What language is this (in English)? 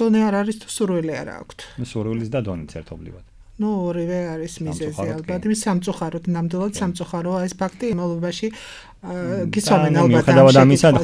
Georgian